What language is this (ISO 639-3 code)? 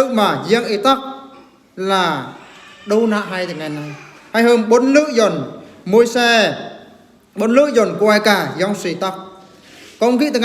bru